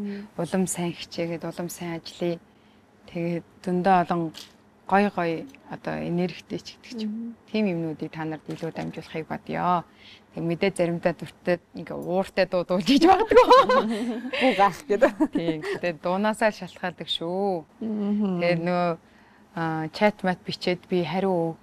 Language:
Mongolian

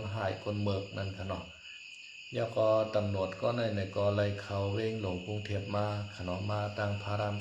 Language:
Shan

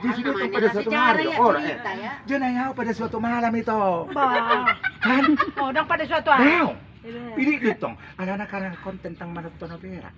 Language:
Batak Toba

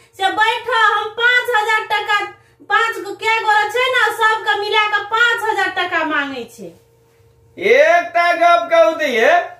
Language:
Maithili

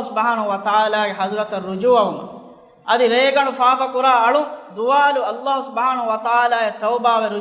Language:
Divehi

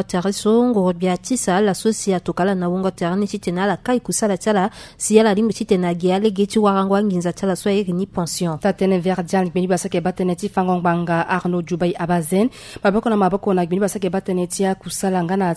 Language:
Sango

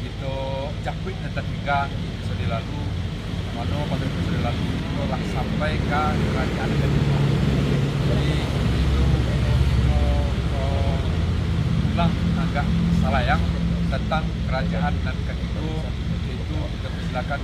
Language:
Minangkabau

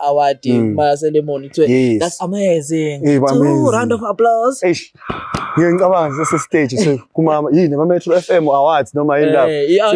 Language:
Zulu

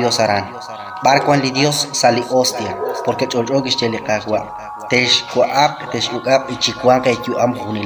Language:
Kekchí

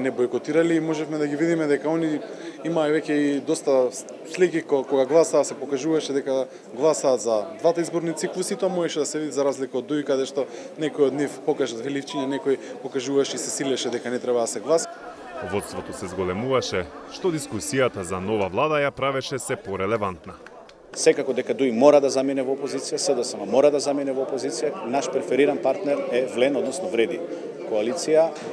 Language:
Macedonian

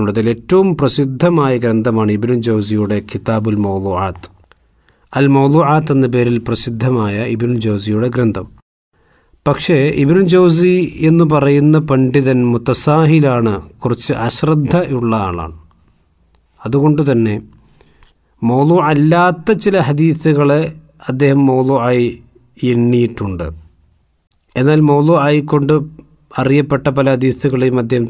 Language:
Malayalam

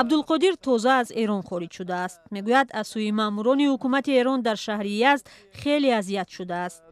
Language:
Tajik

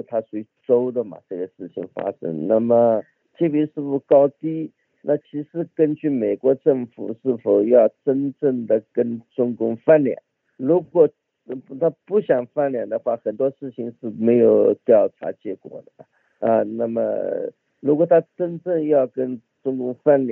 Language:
Chinese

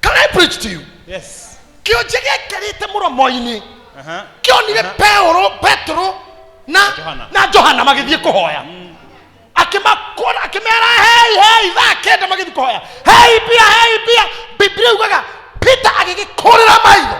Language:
Kikuyu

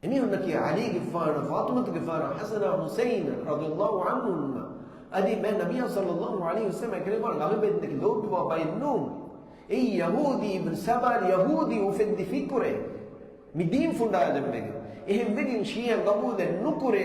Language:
Divehi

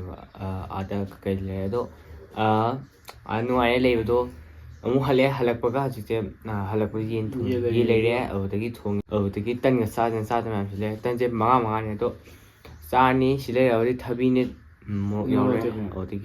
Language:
Manipuri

